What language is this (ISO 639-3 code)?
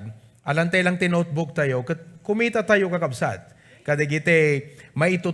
ilo